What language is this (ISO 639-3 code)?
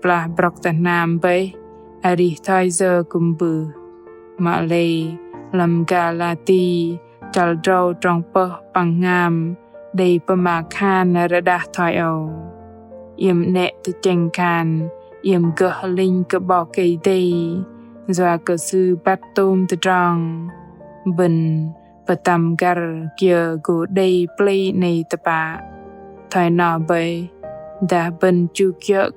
bdq